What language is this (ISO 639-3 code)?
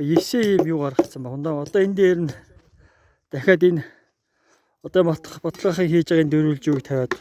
mon